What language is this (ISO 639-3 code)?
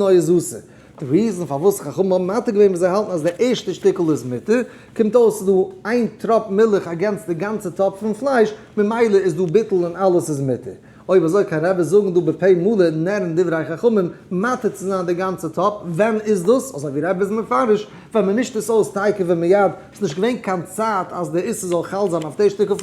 yid